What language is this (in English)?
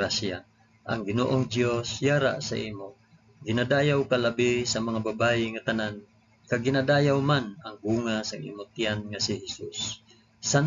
Hiligaynon